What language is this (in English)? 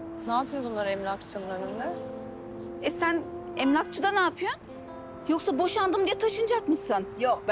Turkish